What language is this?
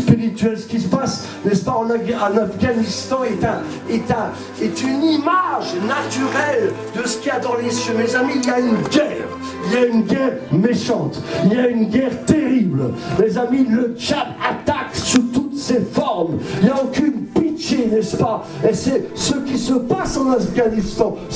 French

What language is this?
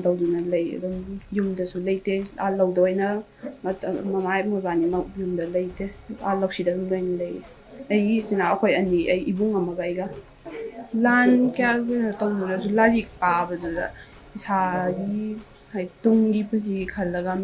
Manipuri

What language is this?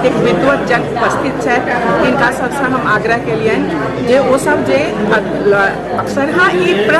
Maithili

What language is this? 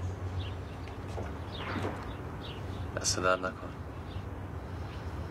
Persian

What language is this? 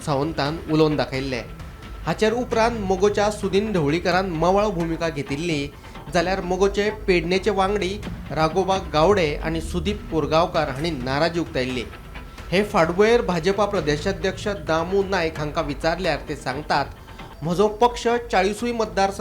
Konkani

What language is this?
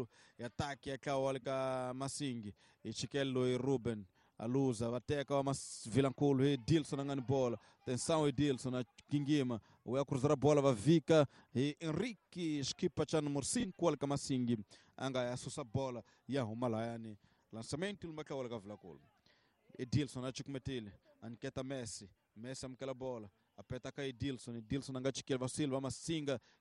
Tsonga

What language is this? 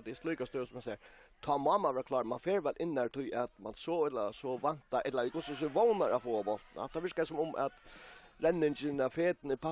Faroese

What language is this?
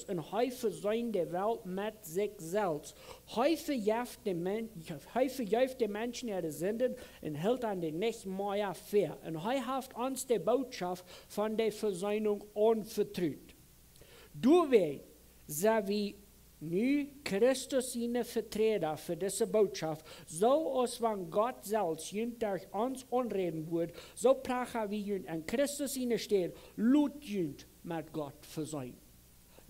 Plautdietsch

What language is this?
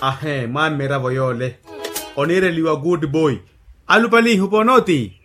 Makhuwa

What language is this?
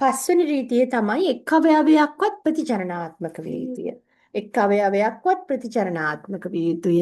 Sinhala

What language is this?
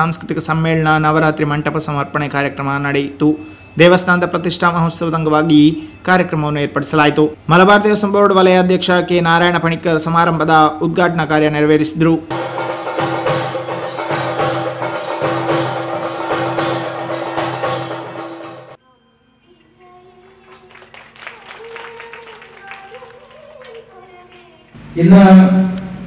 Kannada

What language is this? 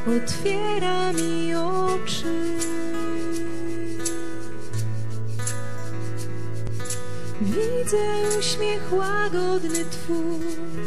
Polish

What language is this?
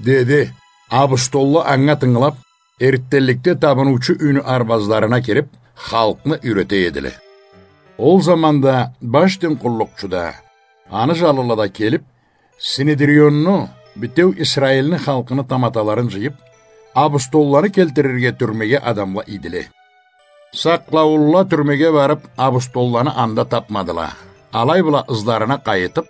Karachay-Balkar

